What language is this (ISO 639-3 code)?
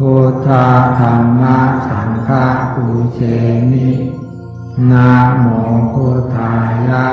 pli